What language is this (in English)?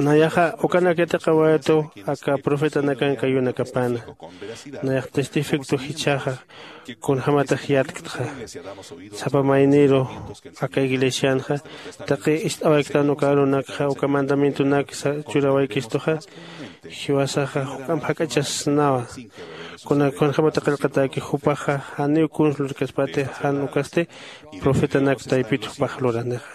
Aymara